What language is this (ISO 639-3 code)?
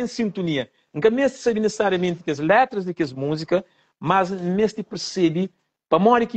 kea